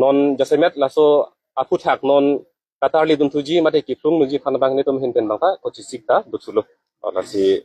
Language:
Karbi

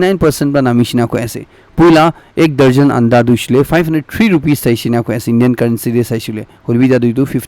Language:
Naga Pidgin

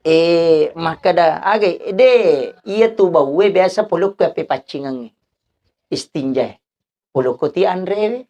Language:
Buginese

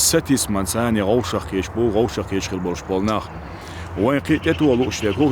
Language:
Chechen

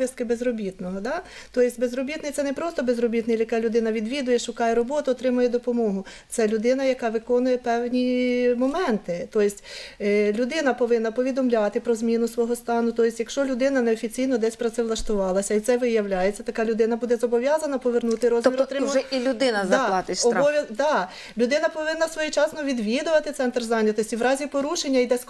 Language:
Ukrainian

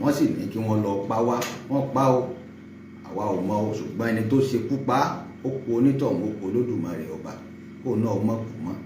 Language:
Yoruba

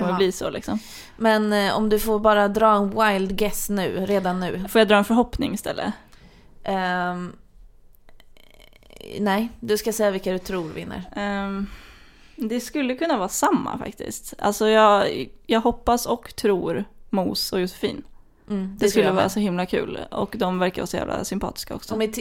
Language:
Swedish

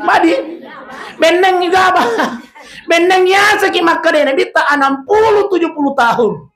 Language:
Buginese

